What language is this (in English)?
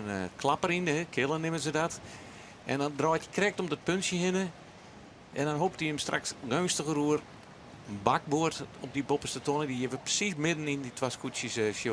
Western Frisian